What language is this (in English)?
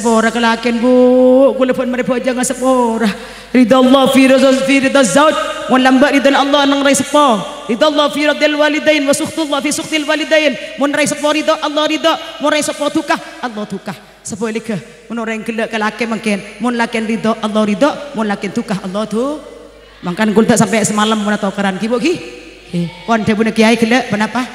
Madurese